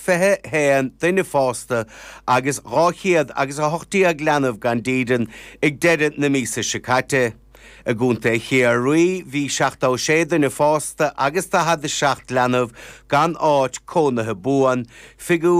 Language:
Irish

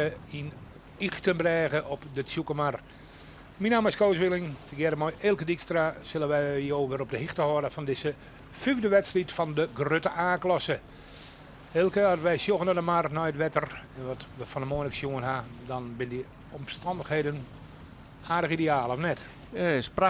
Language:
Western Frisian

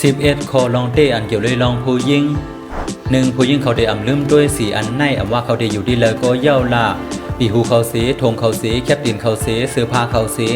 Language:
Shan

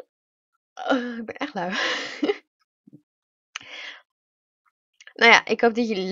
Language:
Dutch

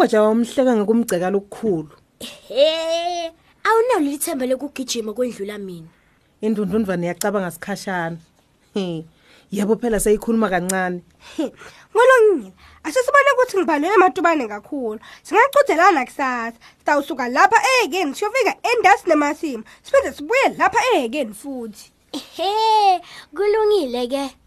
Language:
Swati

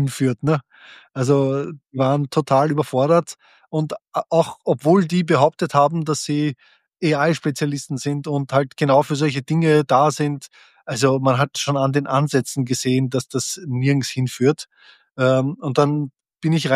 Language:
German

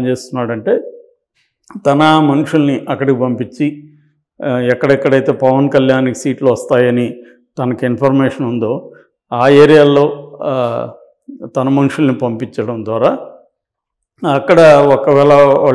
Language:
Telugu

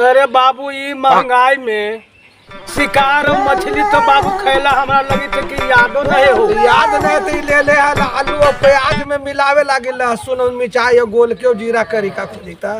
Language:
Magahi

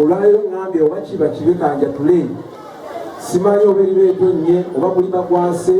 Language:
Ganda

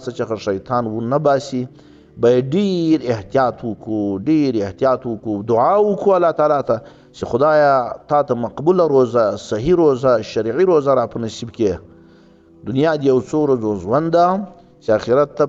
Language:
Pashto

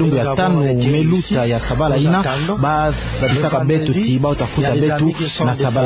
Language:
Kituba (Democratic Republic of Congo)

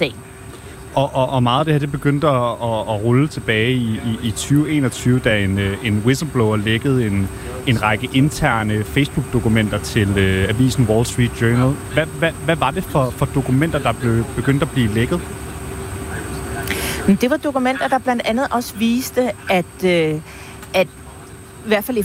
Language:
Danish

